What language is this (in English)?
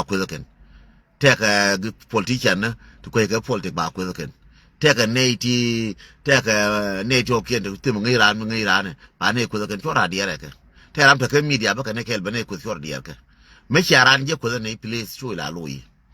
Nuer